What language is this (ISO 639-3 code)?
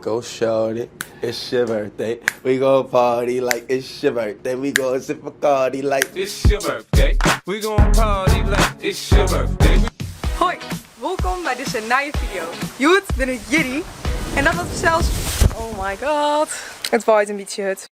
fry